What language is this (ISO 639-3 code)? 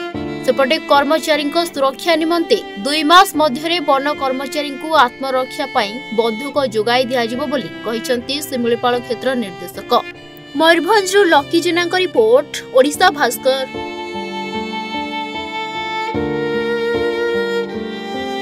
ori